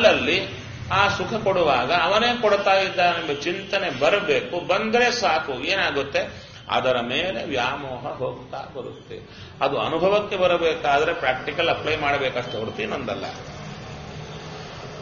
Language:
Kannada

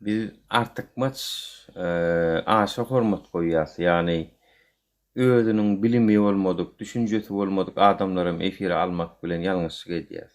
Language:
Turkmen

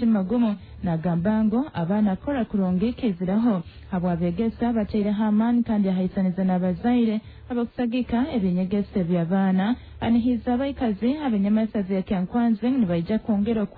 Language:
Nyoro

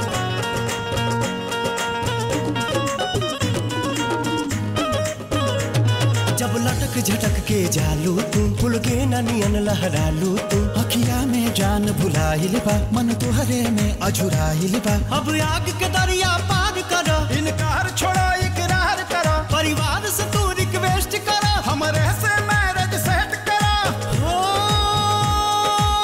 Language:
Bhojpuri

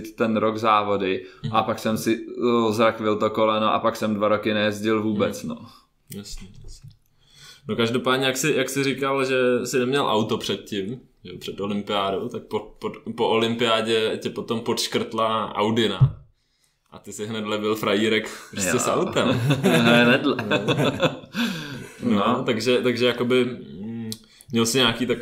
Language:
Czech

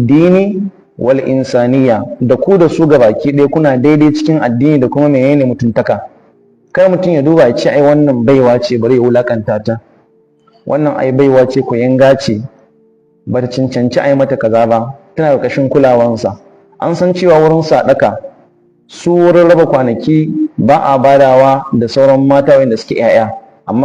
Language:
Hausa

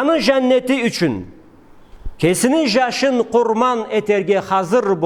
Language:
Karachay-Balkar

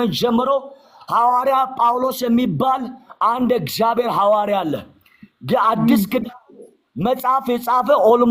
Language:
Amharic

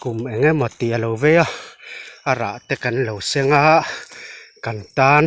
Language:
Mizo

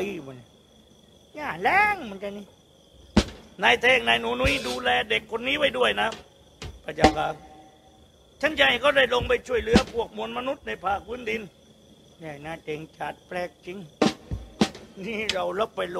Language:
Thai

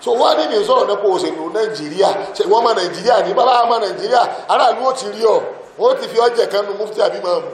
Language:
Yoruba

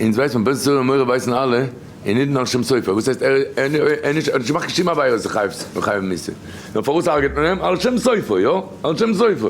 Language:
Yiddish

